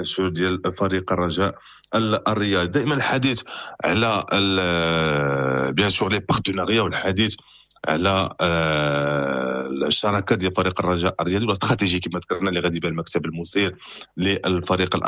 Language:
Moroccan Arabic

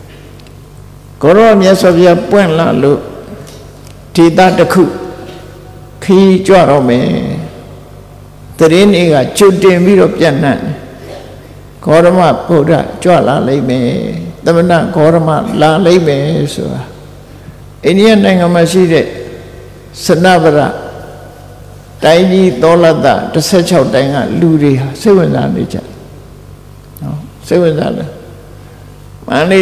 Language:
Burmese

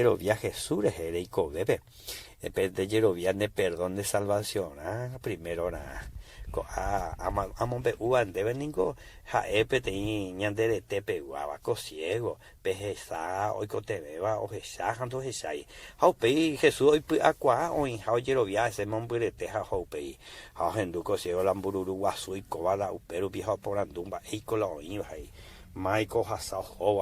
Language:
Guarani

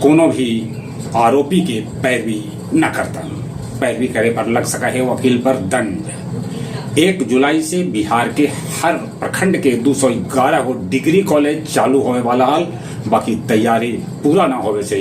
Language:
Magahi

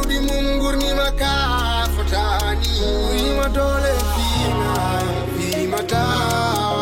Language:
Fula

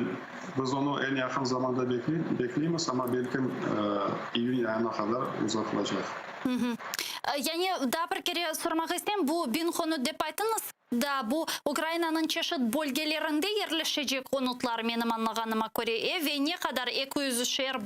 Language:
Crimean Tatar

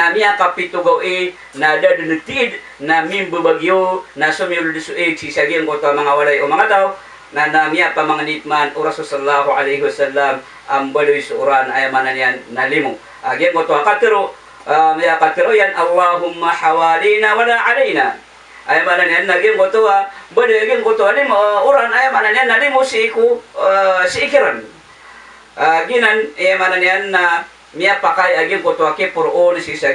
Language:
Maranao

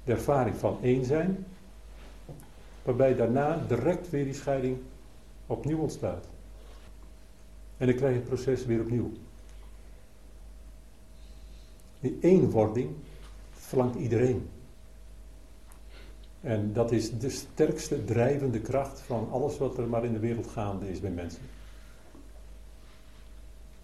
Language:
Dutch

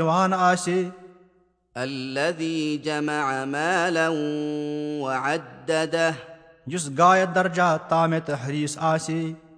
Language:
Kashmiri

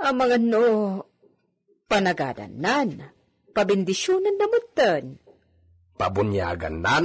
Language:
Iloko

